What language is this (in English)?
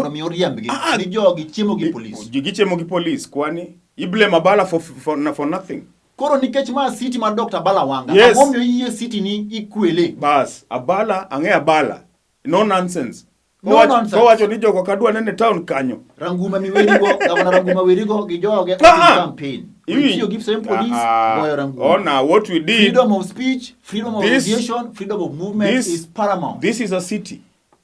Luo (Kenya and Tanzania)